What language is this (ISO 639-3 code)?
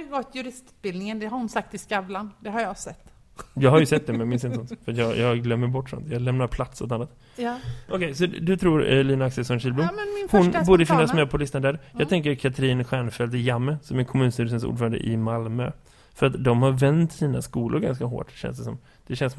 swe